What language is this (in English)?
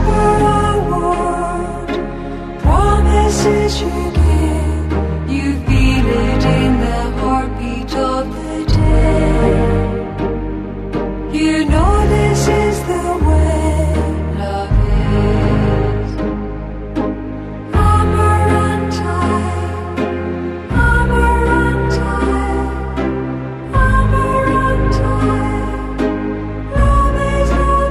Czech